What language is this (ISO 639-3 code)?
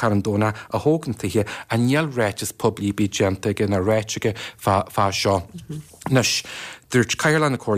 gle